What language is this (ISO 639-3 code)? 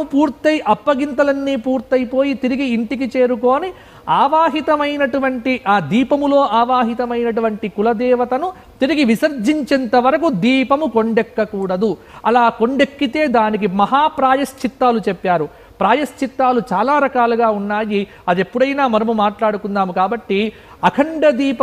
tel